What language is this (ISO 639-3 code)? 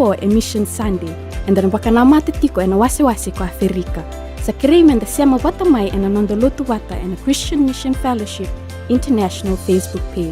fij